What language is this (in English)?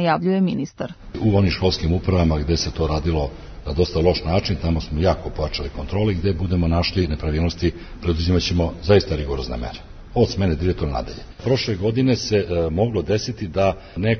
Serbian